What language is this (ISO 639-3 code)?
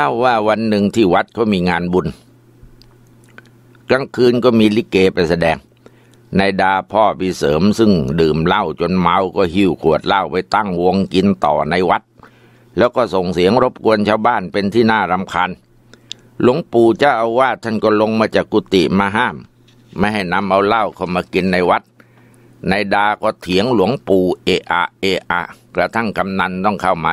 tha